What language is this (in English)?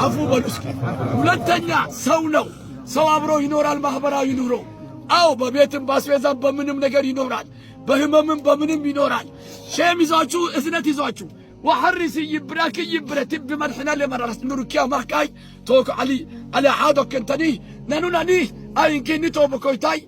Amharic